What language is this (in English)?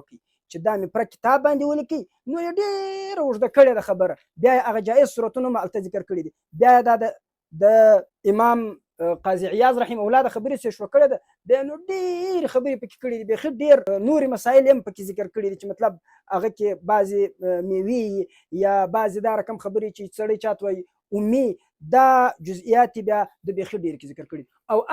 Pashto